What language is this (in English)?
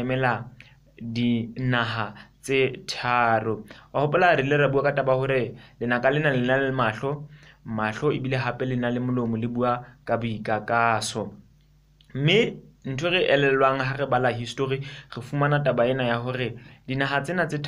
Southern Sotho